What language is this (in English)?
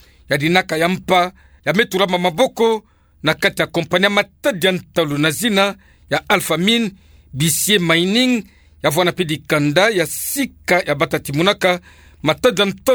Kituba (Democratic Republic of Congo)